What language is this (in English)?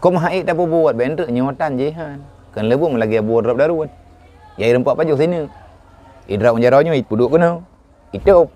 Achinese